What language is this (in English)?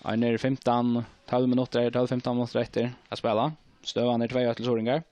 Faroese